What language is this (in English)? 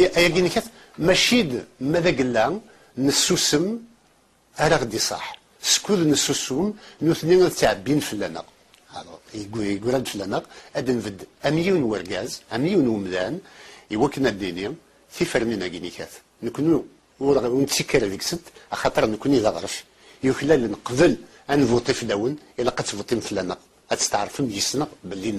Kabyle